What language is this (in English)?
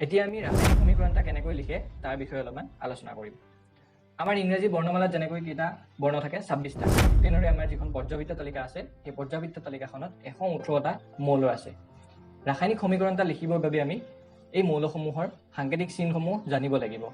Assamese